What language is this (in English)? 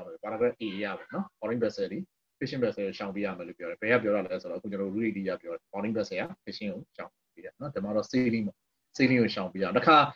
Burmese